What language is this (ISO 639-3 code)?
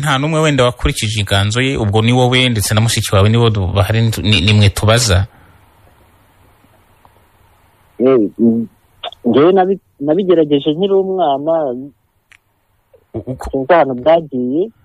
kin